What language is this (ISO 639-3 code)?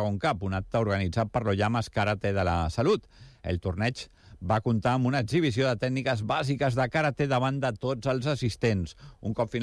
cat